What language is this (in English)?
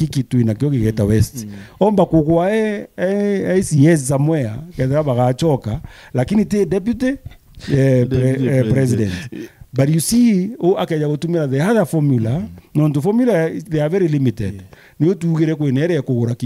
Meru